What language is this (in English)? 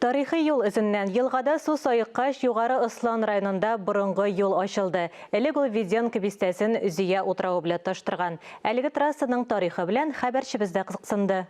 Tatar